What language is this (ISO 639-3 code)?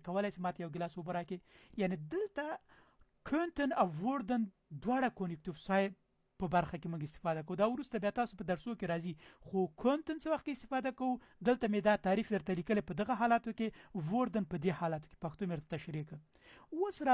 pus